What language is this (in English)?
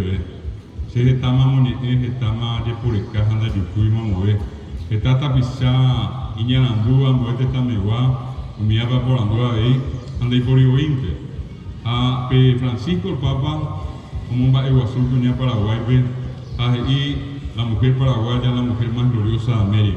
Guarani